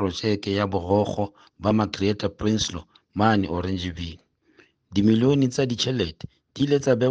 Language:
Southern Sotho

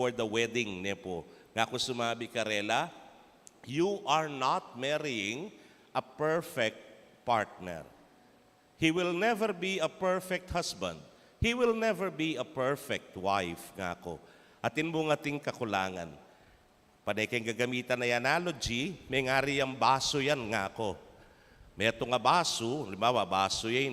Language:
Pampanga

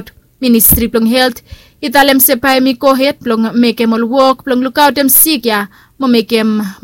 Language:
Bislama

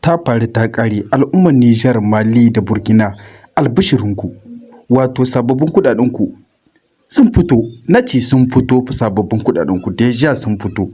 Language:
Hausa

